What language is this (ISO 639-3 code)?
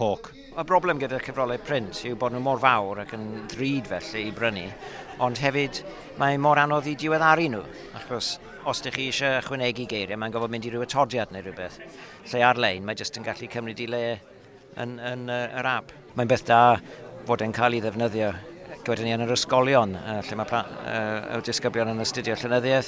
cym